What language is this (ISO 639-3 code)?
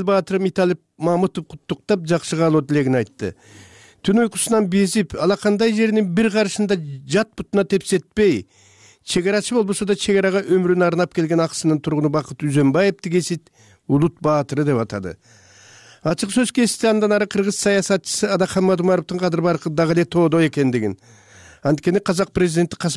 kir